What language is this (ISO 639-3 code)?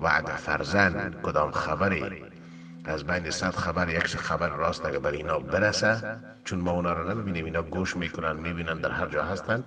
fas